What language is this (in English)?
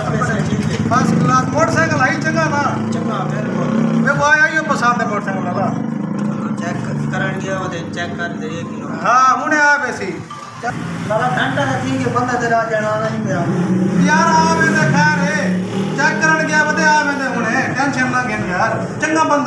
Saraiki